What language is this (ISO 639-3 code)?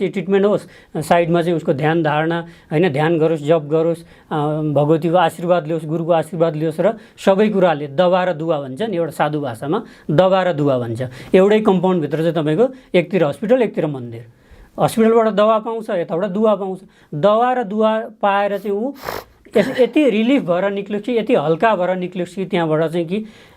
nep